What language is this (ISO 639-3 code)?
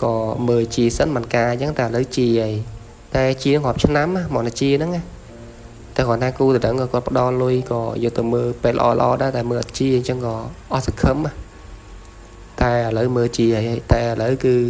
khm